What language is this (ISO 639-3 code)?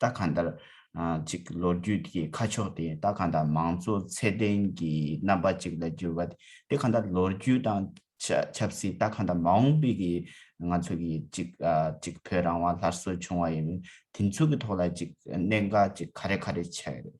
bod